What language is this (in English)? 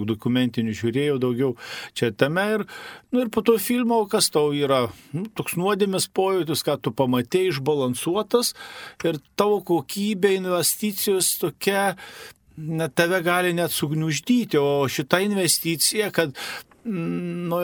Lithuanian